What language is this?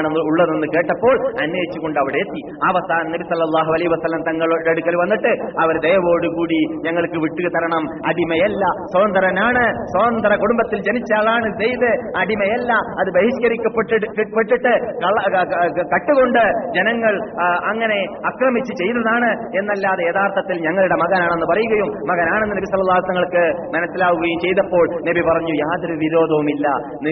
Malayalam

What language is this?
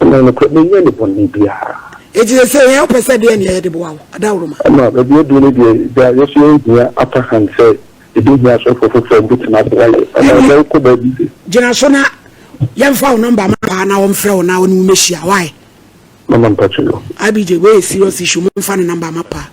Akan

